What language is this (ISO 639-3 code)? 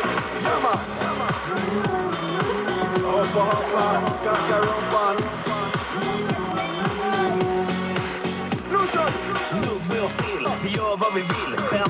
swe